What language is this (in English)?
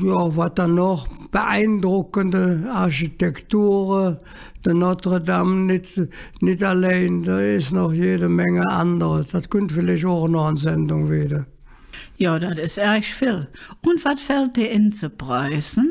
Colognian